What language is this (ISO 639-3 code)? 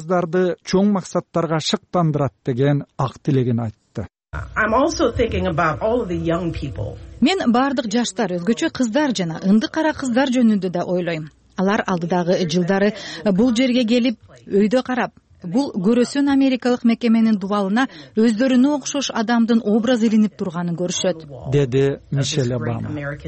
kir